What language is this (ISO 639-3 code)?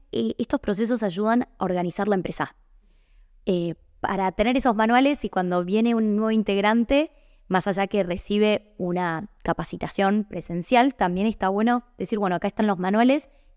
spa